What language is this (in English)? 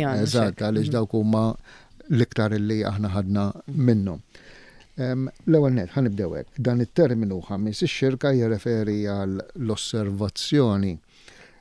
Maltese